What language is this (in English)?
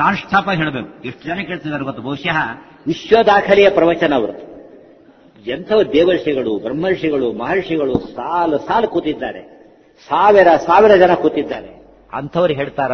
Kannada